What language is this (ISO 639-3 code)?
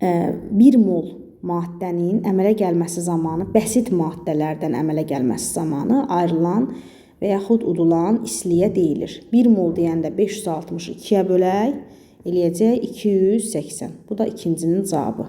aze